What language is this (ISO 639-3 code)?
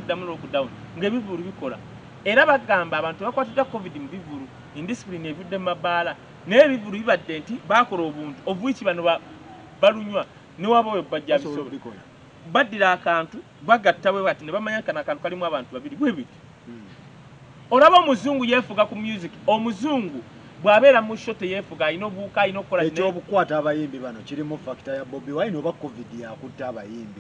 lug